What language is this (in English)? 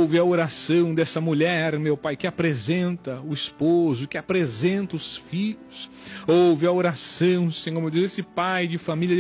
Portuguese